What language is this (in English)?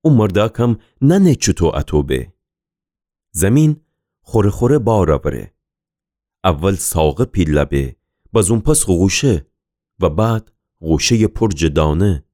Gilaki